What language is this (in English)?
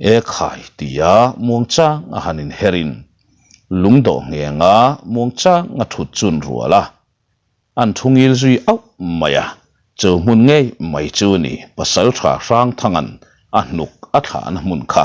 Mizo